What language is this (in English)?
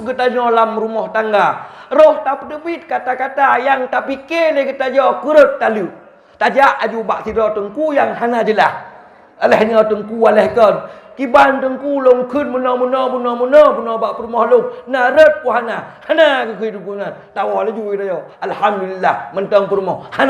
Achinese